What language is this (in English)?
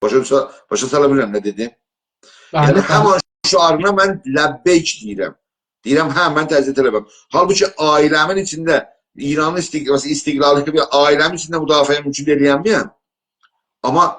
South Azerbaijani